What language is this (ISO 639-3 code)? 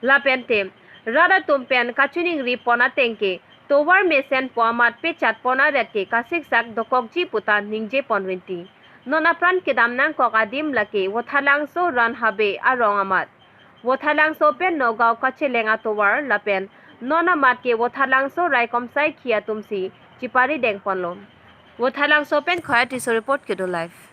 mjw